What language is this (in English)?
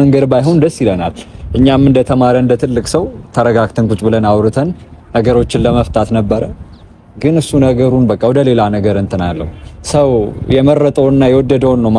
Amharic